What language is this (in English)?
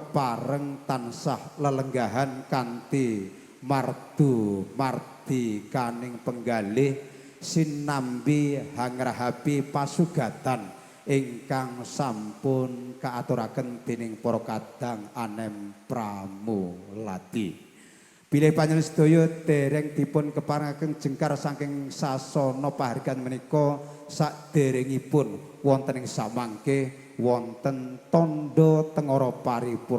Javanese